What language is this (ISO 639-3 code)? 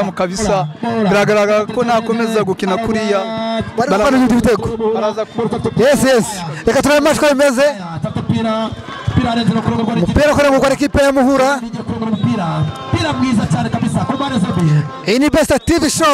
kin